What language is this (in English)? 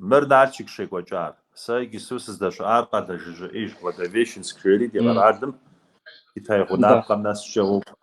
Kabardian